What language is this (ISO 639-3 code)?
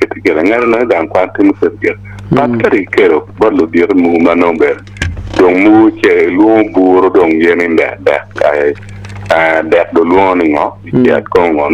ach